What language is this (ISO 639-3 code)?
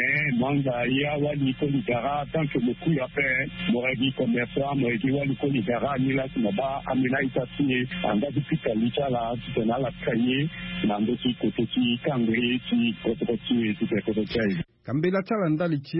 sag